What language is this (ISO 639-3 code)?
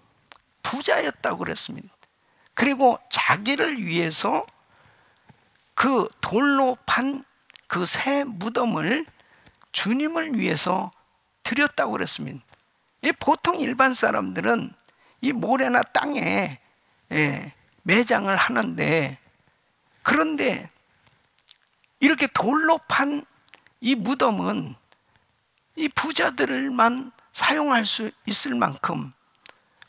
kor